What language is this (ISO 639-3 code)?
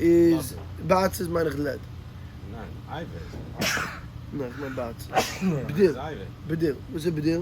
yid